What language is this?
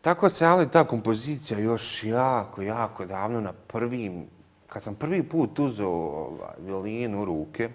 Bosnian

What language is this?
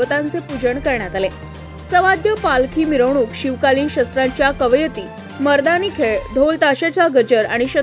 Marathi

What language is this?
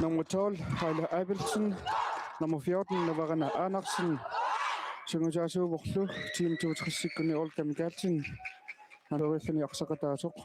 Kalaallisut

